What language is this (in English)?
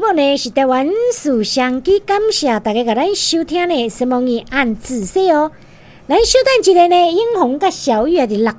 Min Nan Chinese